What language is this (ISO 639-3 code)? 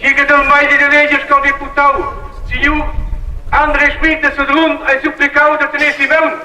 roh